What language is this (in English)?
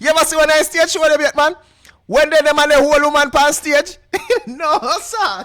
Jamaican Creole English